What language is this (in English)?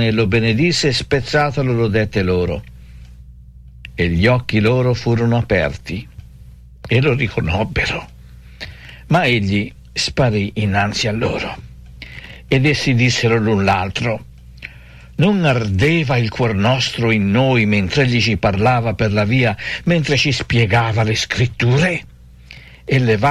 Italian